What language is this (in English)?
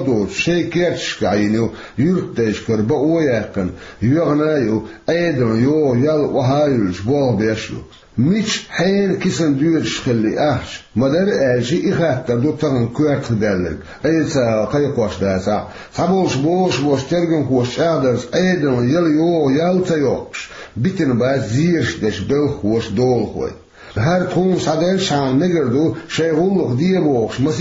Chechen